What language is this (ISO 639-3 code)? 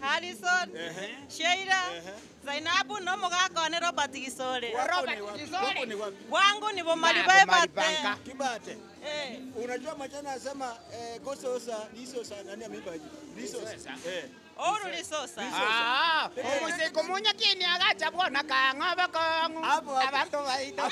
guz